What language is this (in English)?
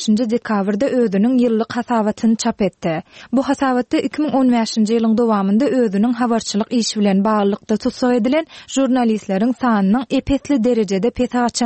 Turkmen